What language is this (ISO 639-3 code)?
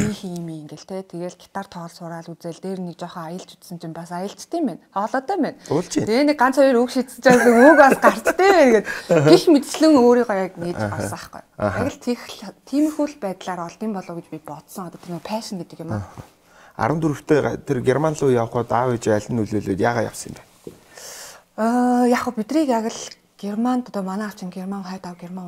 mon